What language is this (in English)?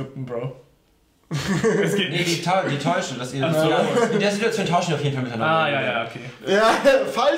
German